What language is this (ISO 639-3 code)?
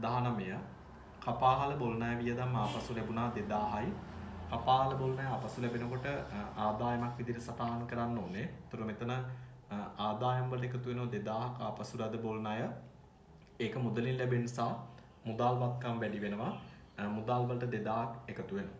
sin